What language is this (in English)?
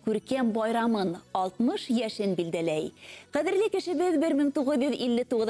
Bashkir